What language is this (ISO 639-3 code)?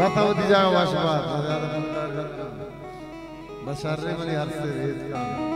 bal